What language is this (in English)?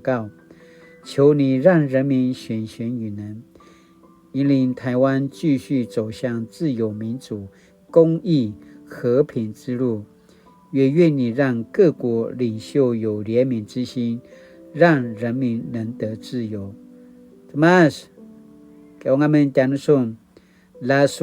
Paiwan